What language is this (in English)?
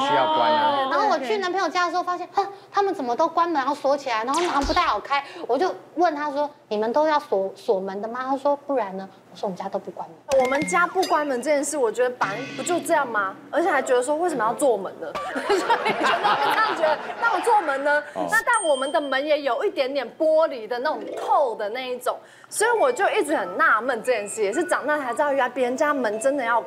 Chinese